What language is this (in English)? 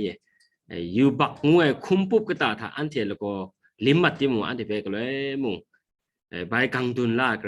Kachin